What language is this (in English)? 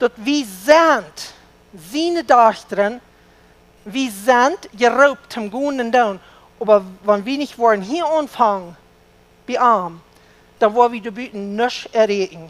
Plautdietsch